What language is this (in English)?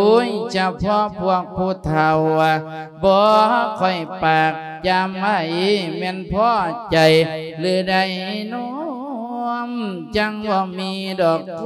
Lao